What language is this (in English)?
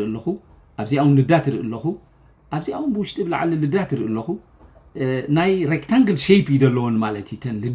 Tigrinya